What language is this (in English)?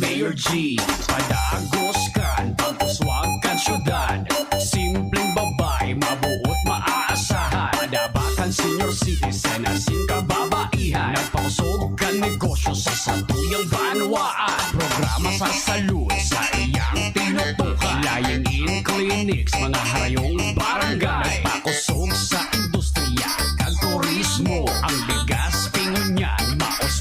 Bikol